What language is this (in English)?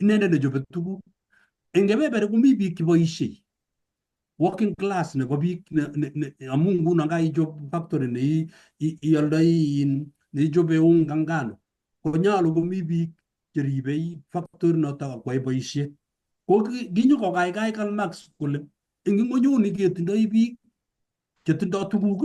Kalenjin